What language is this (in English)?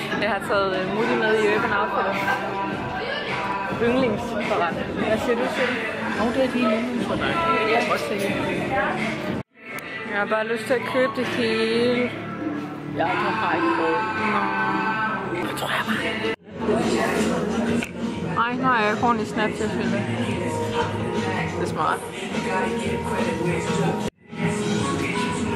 Danish